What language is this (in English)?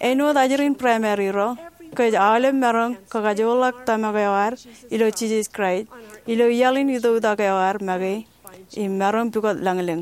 Marshallese